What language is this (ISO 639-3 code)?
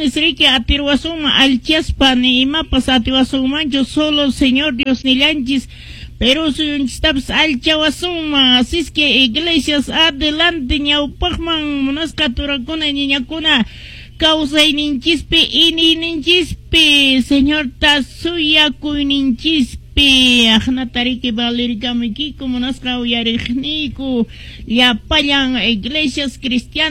que